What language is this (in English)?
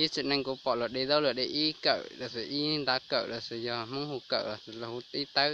Hmong